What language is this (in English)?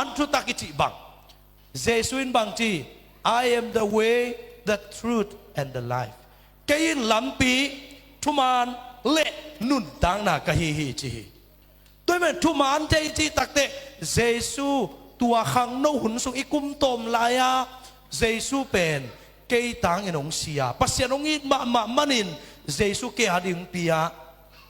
Tedim Chin